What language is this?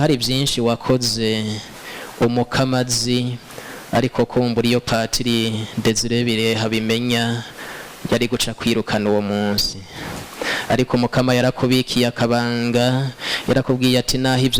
Rundi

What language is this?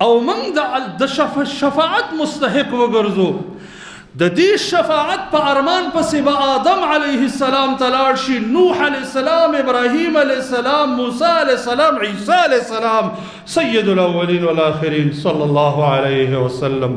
Pashto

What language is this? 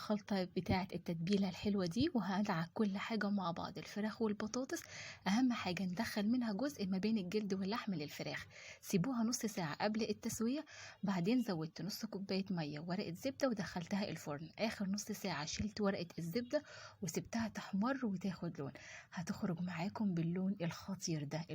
Egyptian Arabic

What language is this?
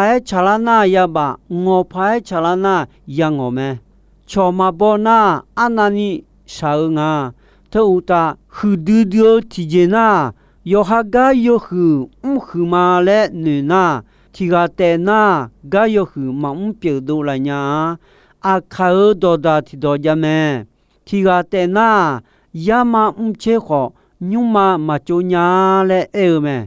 Akha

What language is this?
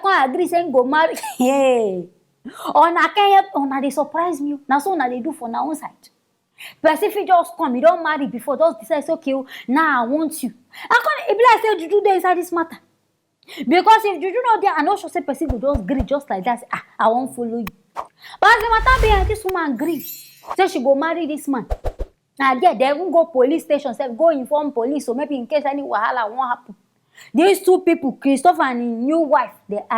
Nigerian Pidgin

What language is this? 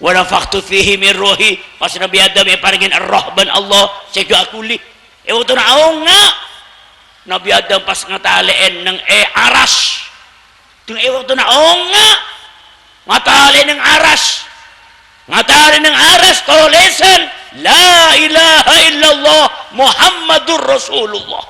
Madurese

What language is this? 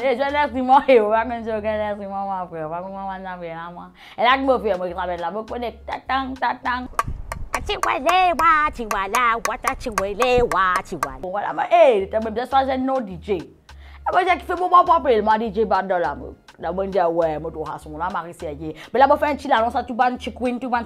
Morisyen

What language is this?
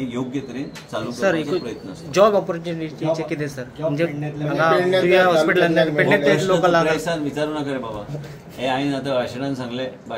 Konkani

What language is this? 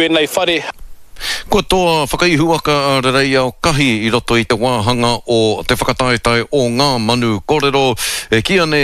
Māori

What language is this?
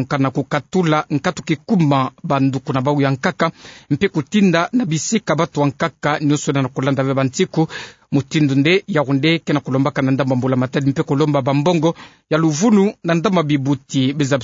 Kituba (Democratic Republic of Congo)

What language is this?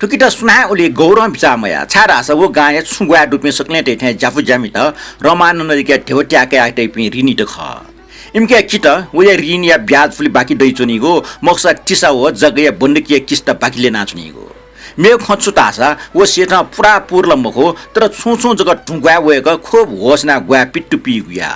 Newari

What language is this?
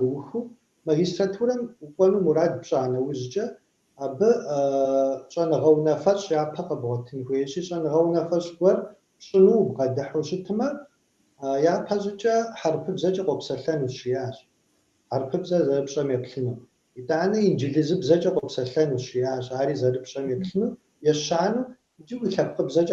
Kabardian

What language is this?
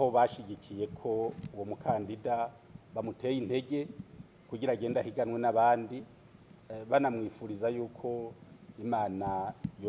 Rundi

